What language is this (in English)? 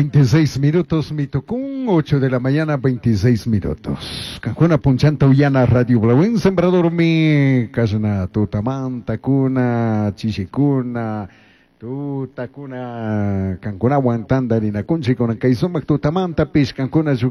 Chimborazo Highland Quichua